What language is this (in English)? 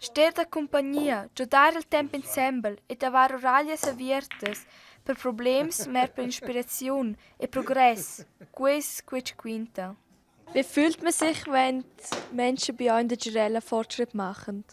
Romansh